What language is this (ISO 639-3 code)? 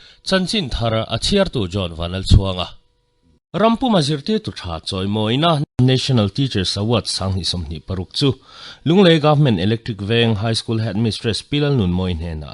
lus